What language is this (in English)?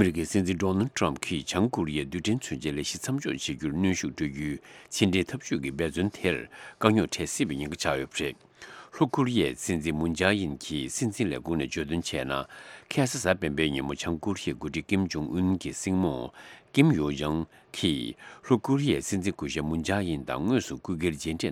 Tibetan